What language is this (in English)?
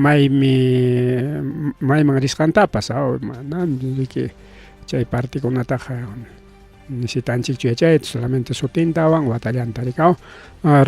Ayacucho Quechua